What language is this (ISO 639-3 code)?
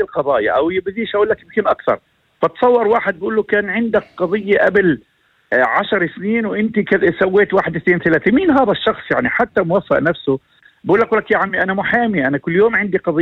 apc